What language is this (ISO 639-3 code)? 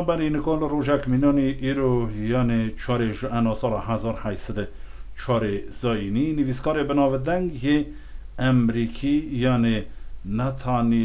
kur